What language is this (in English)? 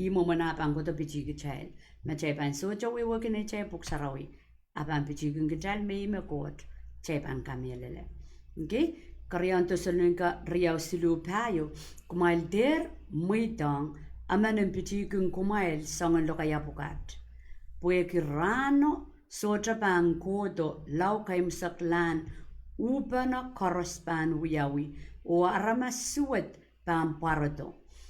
Pohnpeian